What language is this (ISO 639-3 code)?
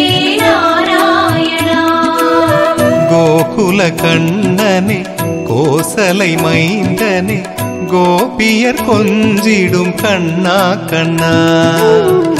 tam